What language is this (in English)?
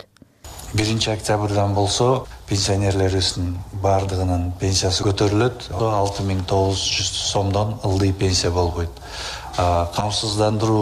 Kyrgyz